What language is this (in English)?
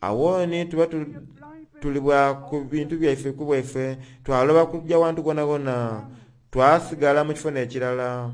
Soga